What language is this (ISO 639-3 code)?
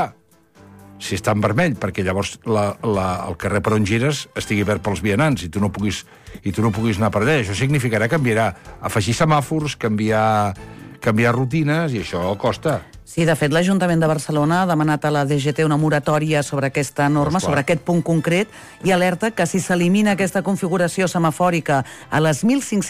cat